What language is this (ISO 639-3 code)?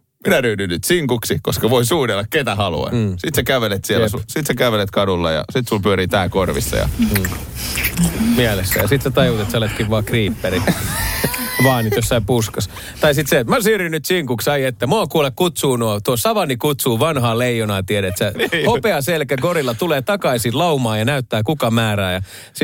fin